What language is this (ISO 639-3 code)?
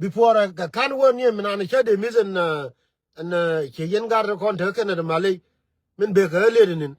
nus